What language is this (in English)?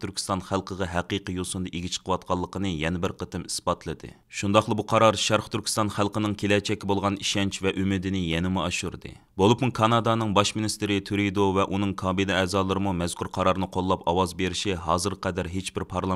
Uyghur